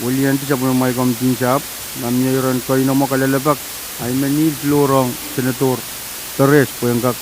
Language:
Pohnpeian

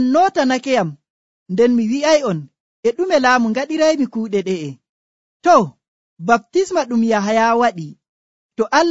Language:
Nigerian Fulfulde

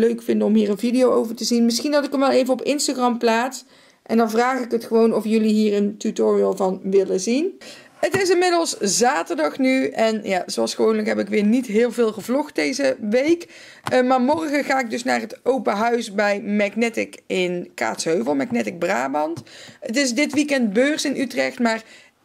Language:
Dutch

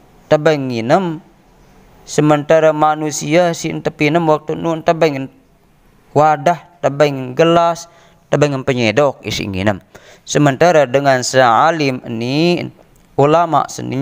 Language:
Sasak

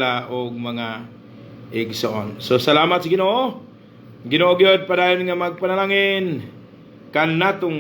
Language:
Cebuano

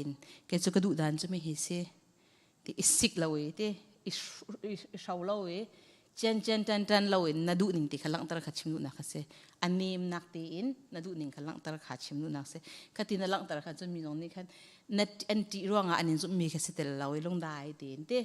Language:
Hakha Chin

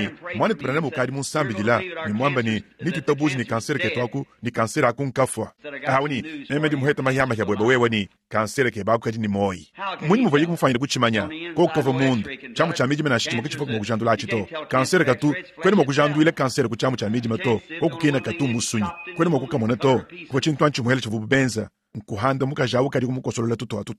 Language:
Luba-Lulua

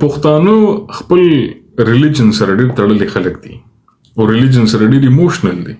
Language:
Pashto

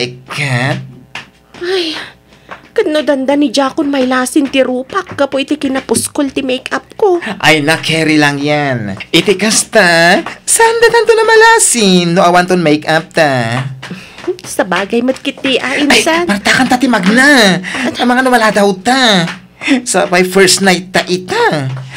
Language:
Iloko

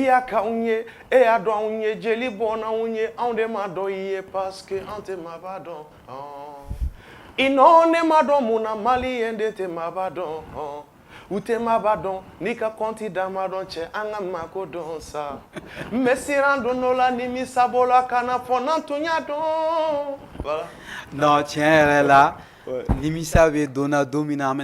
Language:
Bambara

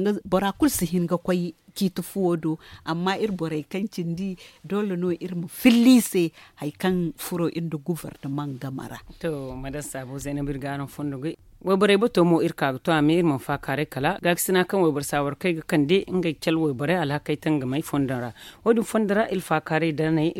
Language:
Zarma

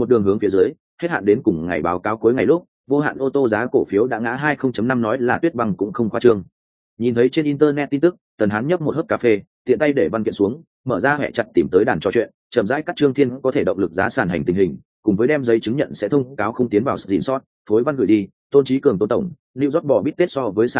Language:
Vietnamese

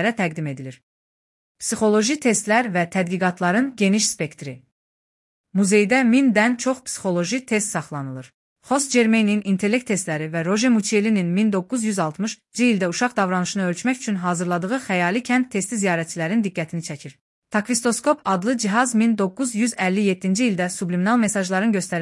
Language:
Azerbaijani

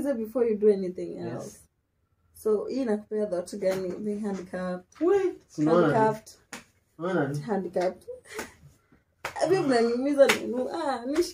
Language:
Swahili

